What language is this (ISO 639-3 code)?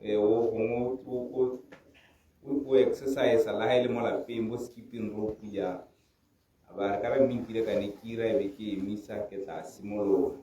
tsn